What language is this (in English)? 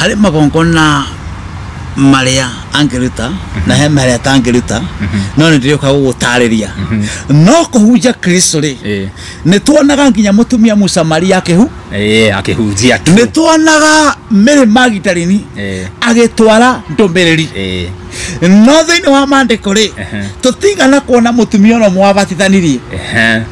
Kikuyu